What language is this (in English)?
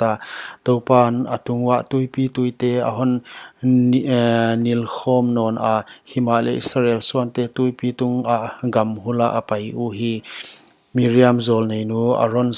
Paite Chin